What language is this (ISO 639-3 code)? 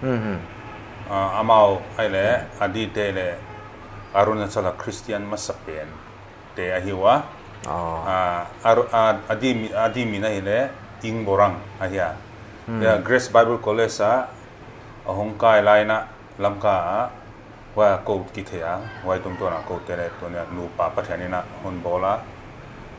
pck